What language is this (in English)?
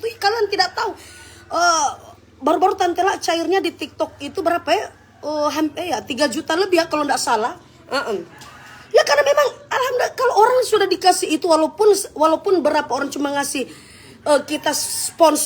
Manado Malay